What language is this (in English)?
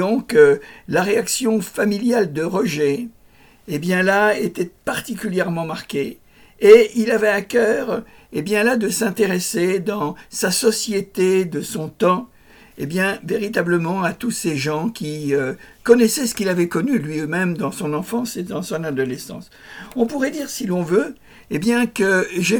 French